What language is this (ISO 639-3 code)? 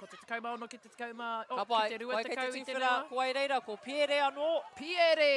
mri